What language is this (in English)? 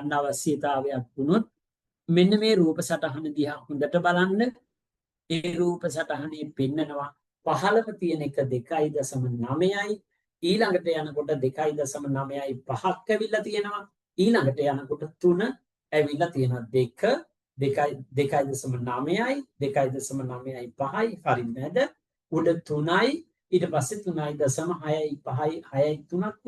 Sinhala